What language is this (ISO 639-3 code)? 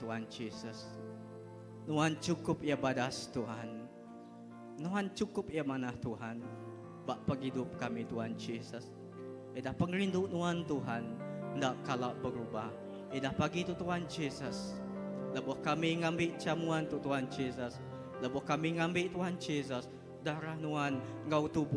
iba